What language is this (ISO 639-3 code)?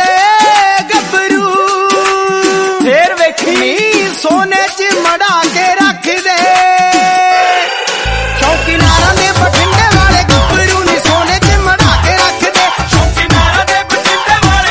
pan